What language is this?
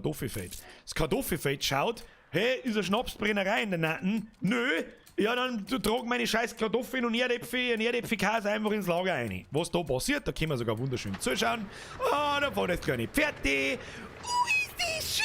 Bavarian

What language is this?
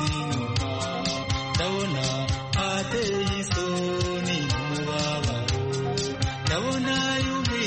Kinyarwanda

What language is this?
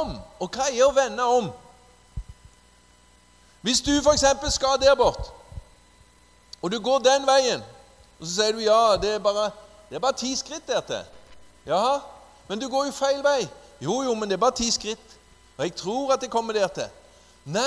Norwegian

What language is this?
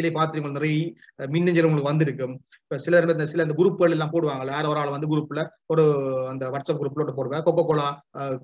Tamil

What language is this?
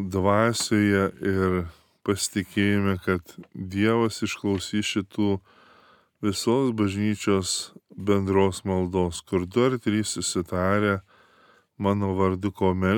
Lithuanian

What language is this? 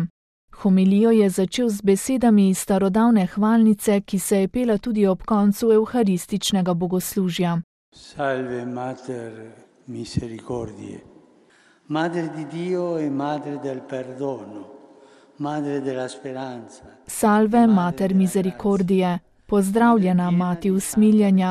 Slovenian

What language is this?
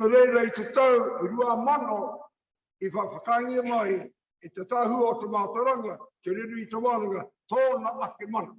Māori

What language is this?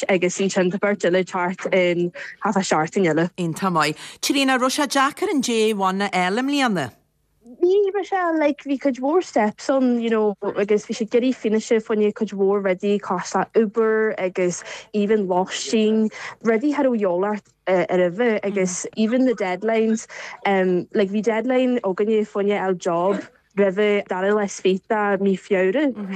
Irish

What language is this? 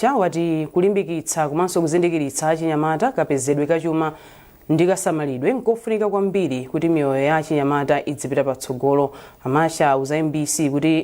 Nyanja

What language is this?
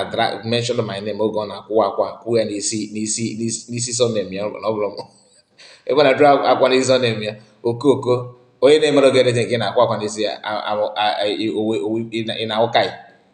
Igbo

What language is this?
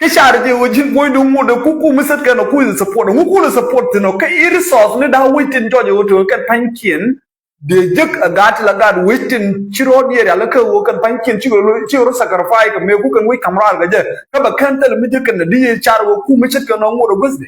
Nuer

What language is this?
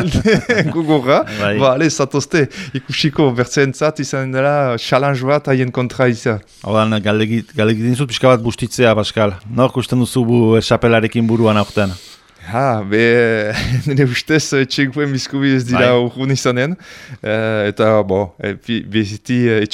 Basque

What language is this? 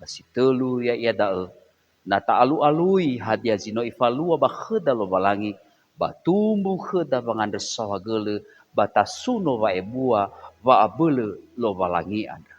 Nias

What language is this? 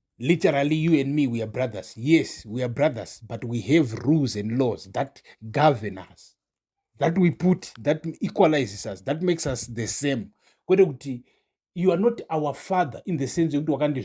Shona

